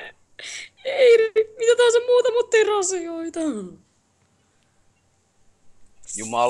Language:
Finnish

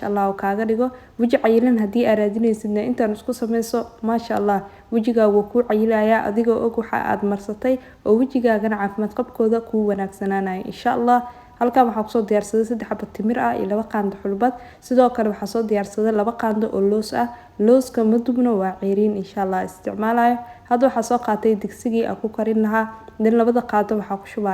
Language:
Somali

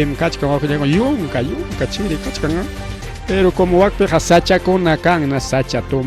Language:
Ayacucho Quechua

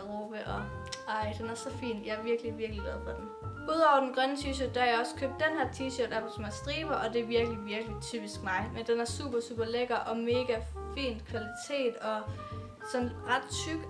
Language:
Danish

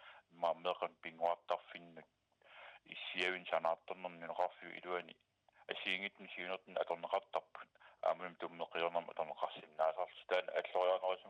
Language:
Kalaallisut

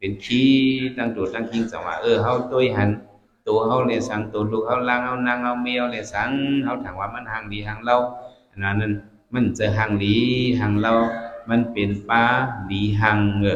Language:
Shan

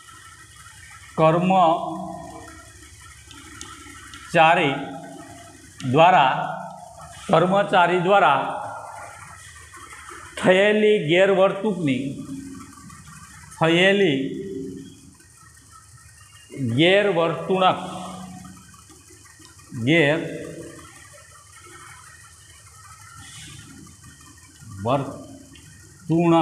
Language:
Gujarati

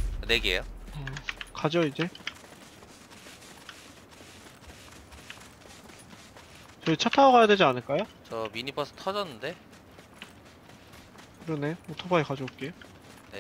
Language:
Korean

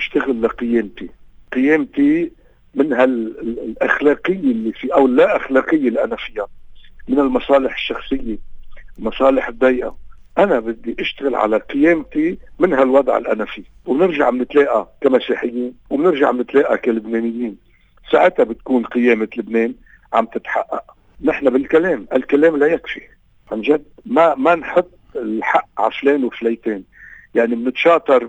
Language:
North Levantine Arabic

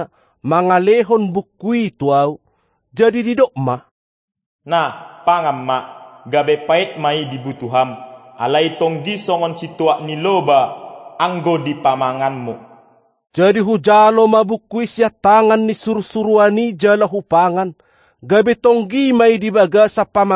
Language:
Batak Toba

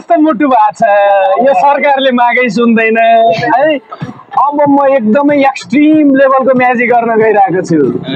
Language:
Nepali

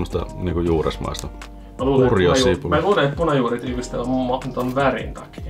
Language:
Finnish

